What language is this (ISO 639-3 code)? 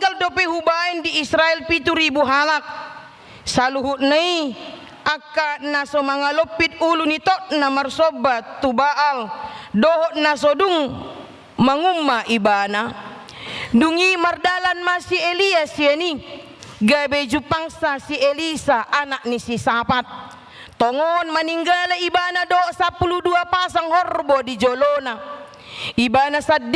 bbc